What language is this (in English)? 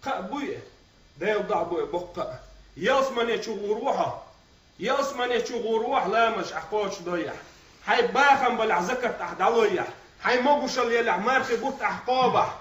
Chechen